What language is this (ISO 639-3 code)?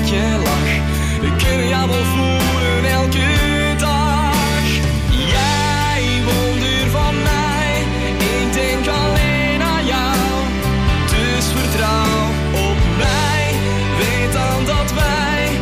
nld